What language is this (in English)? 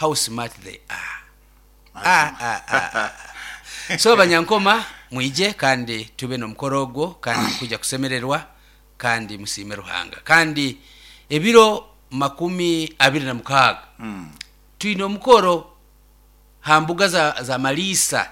Nyoro